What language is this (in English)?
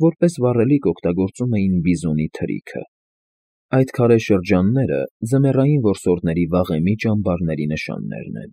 Armenian